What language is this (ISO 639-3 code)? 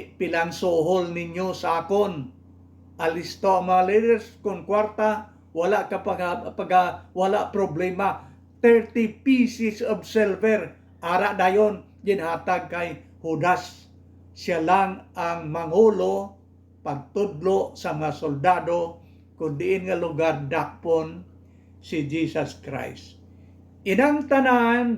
hil